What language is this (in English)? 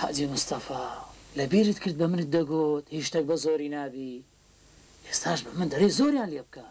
Central Kurdish